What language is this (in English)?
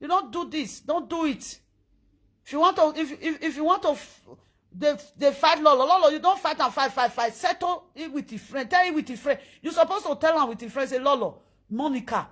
Nigerian Pidgin